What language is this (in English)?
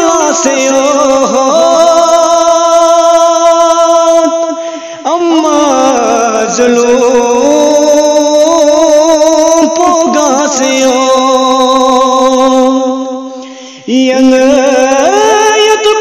Balti